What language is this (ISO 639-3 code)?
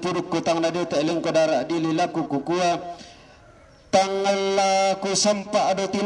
sda